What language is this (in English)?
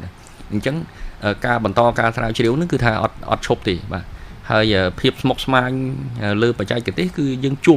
Khmer